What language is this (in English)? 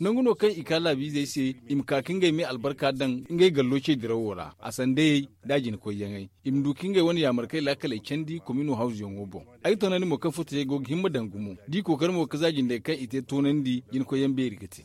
Zarma